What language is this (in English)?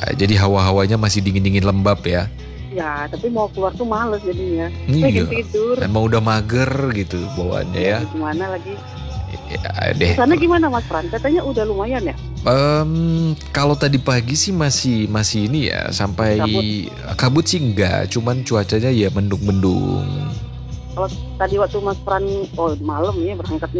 Indonesian